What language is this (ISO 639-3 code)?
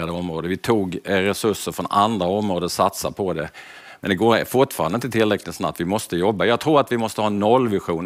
swe